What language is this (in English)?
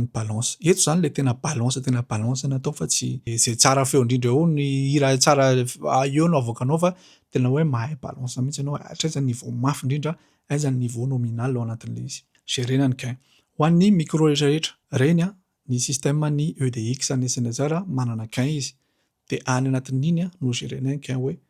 Malagasy